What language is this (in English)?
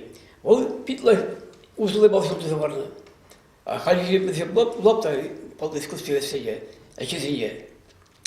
Chuvash